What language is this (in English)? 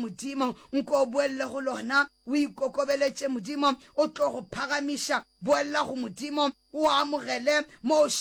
Northern Sotho